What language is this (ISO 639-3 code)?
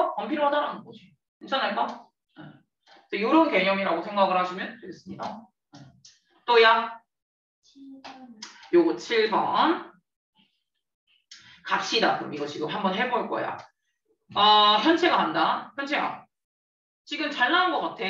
kor